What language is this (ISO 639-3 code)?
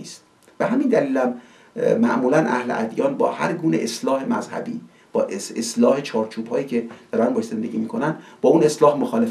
fas